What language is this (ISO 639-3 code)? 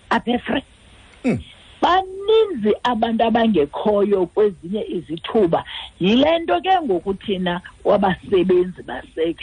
xho